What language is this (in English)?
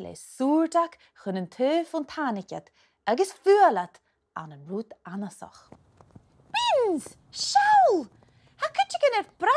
Scottish Gaelic